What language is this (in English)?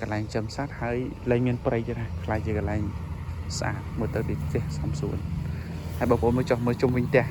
Khmer